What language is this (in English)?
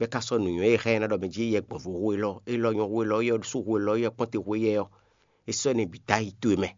Fon